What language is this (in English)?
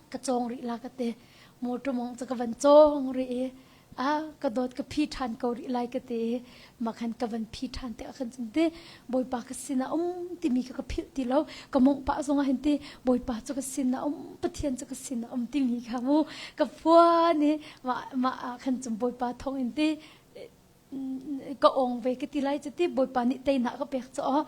Hakha Chin